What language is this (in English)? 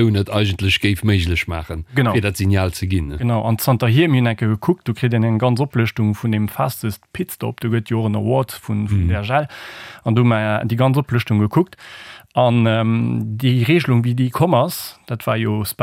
Luxembourgish